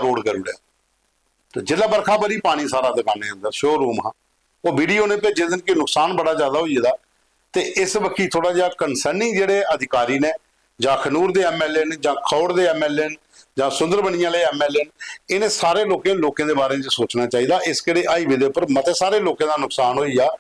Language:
Dogri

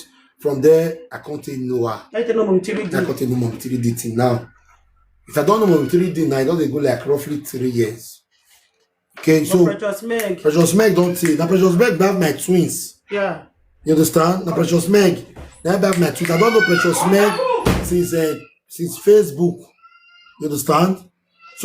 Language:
Nigerian Pidgin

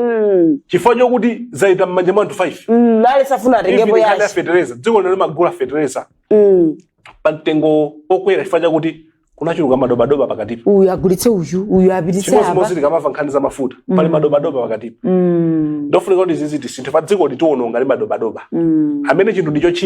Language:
Nyanja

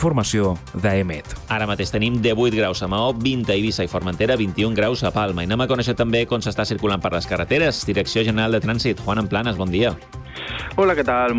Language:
Catalan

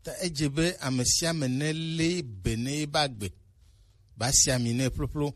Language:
Gen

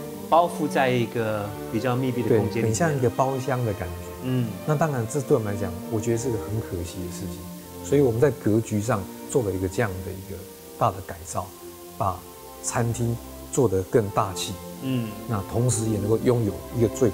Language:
Chinese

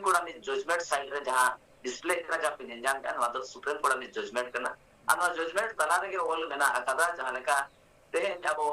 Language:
Santali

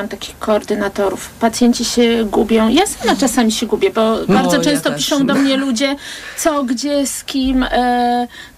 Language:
Polish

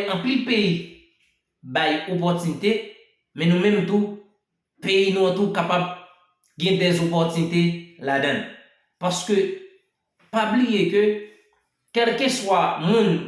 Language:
Haitian Creole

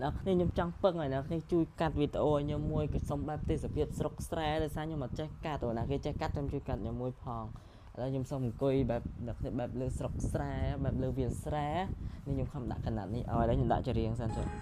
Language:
Khmer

